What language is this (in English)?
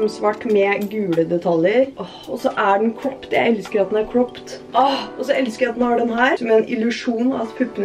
Norwegian